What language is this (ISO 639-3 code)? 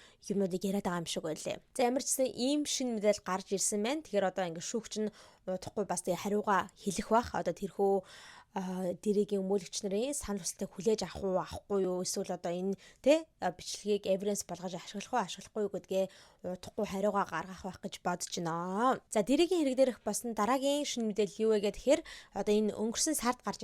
mon